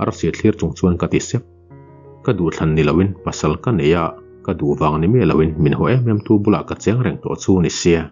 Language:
Mizo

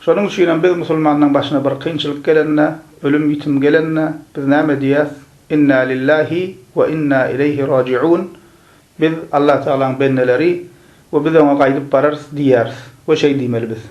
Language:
Turkmen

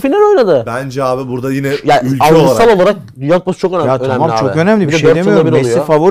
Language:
Turkish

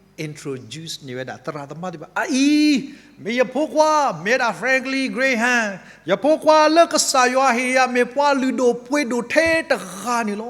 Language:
S'gaw Karen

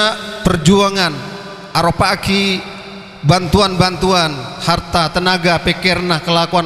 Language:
Madurese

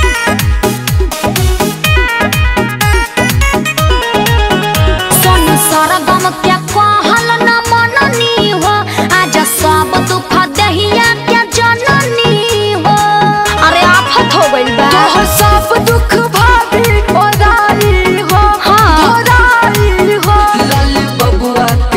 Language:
Bhojpuri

